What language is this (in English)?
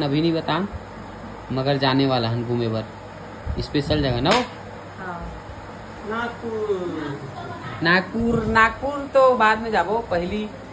Chhattisgarhi